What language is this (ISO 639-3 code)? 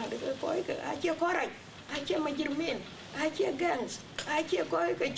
din